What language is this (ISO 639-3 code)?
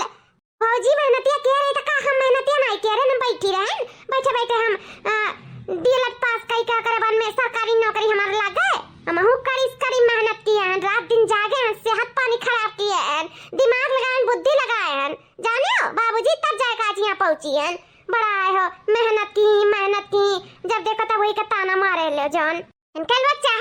awa